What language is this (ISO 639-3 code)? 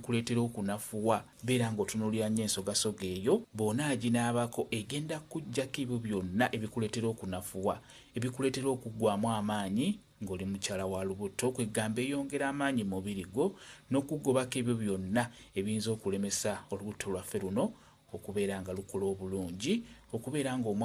lug